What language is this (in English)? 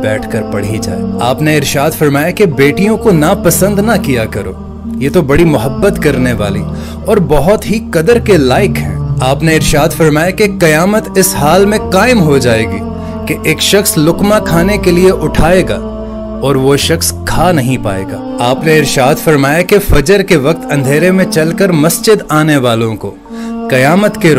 Urdu